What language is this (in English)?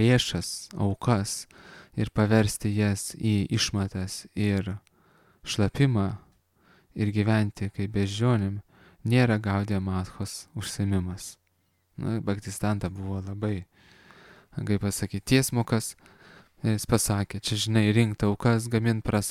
Lithuanian